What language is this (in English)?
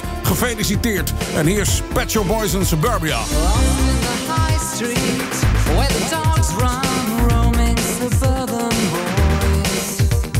Dutch